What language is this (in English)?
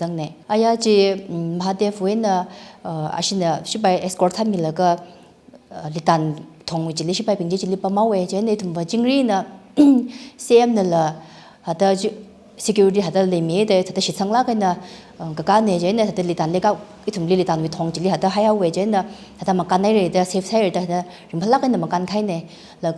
Tangkhul Naga (India)